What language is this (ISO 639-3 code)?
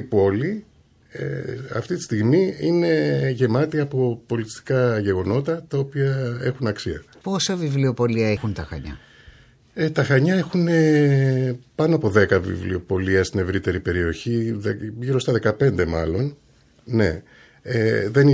ell